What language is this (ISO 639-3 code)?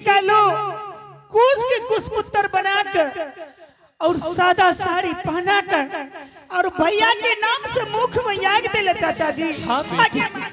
anp